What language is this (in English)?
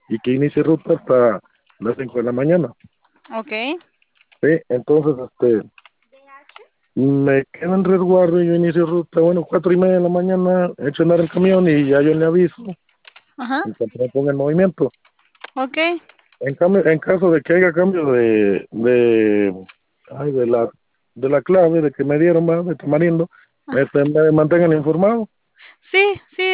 Spanish